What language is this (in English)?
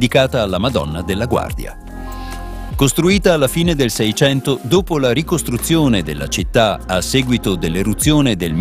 Italian